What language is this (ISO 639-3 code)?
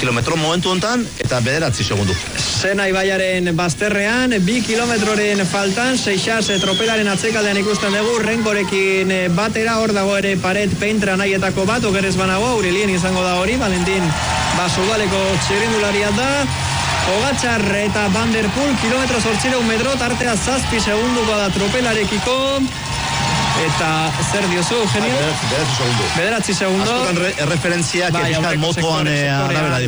eus